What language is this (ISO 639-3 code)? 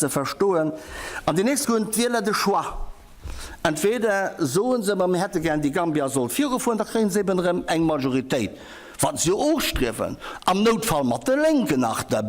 ltz